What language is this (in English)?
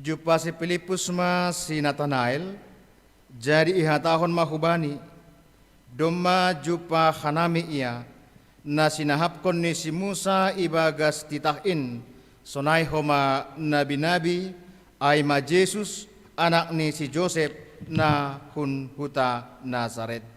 Batak Simalungun